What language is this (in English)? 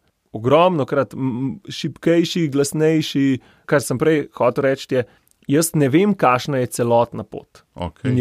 Slovenian